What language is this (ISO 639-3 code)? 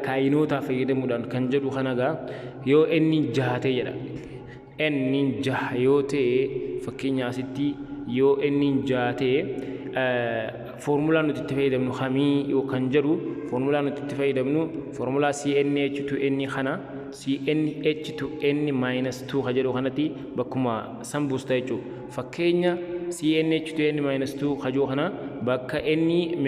orm